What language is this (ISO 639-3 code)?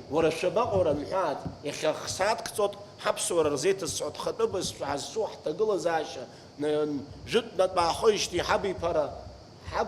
abk